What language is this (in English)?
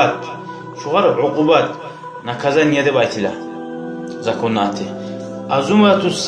Kumyk